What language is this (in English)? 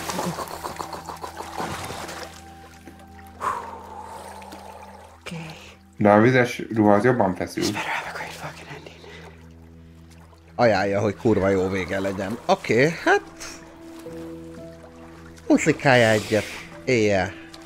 Hungarian